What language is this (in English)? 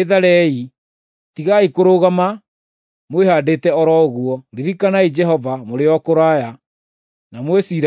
Kikuyu